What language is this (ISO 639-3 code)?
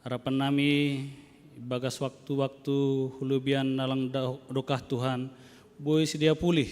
bts